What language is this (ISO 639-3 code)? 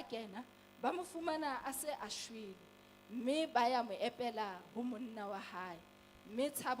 sot